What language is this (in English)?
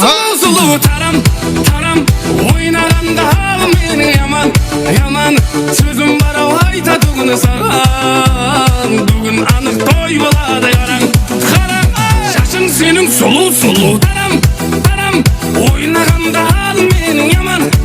Kara-Kalpak